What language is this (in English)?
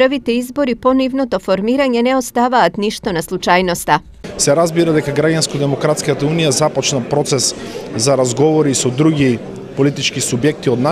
Macedonian